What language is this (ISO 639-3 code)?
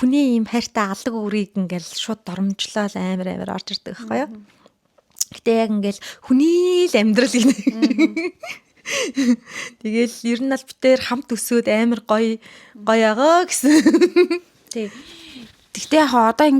mon